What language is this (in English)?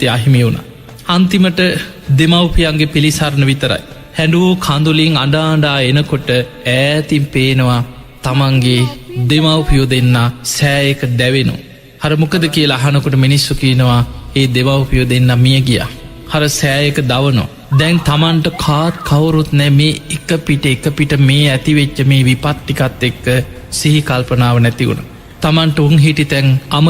Sinhala